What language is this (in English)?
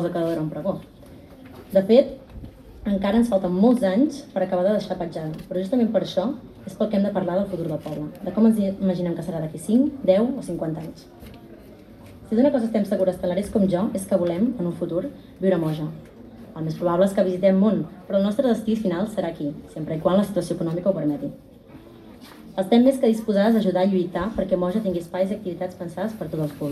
Catalan